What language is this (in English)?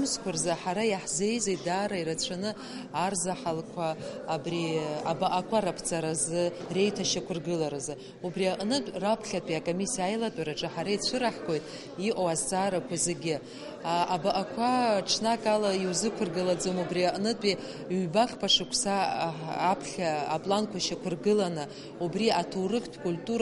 Abkhazian